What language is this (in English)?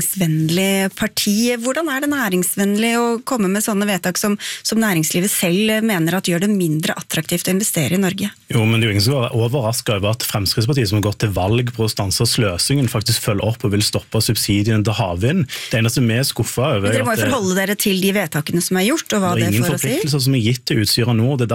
Norwegian